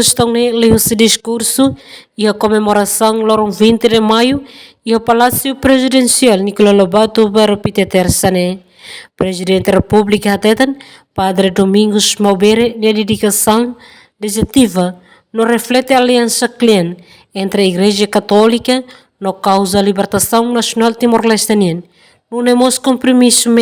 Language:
Tetum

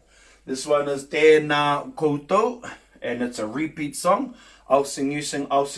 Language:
Māori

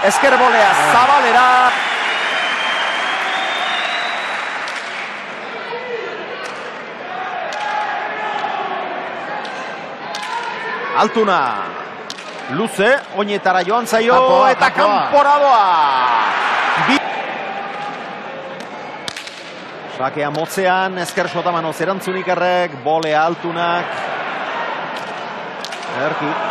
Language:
Basque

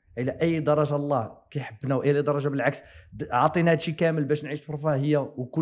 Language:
Moroccan Arabic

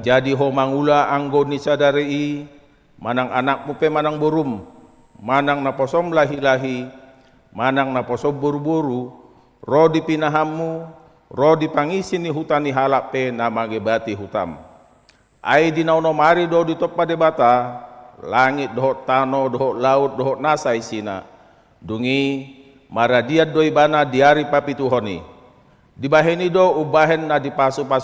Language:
Batak Toba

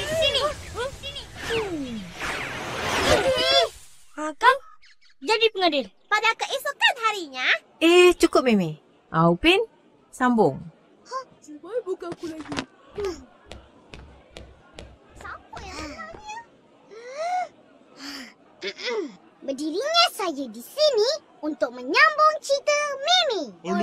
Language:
Malay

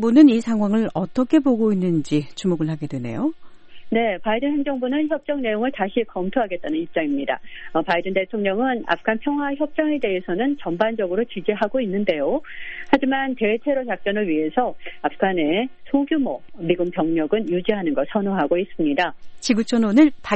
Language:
Korean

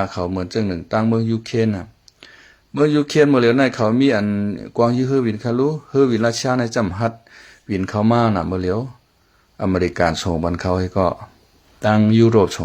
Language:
Shan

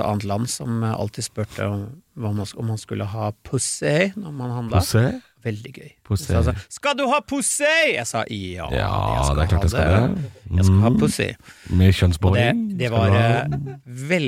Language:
Norwegian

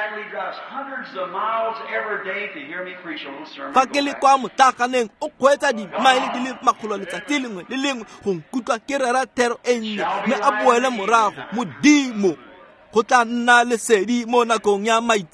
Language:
Tswana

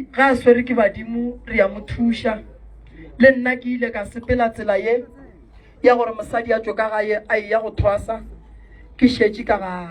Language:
Northern Sotho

